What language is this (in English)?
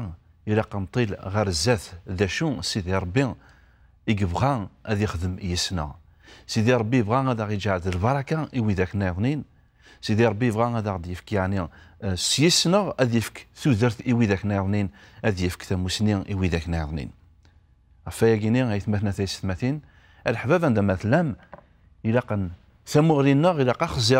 Kabyle